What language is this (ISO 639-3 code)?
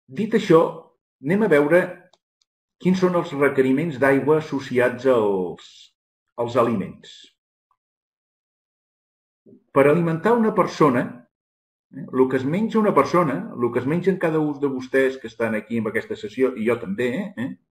cat